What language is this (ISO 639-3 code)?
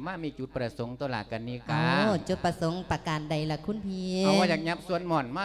lao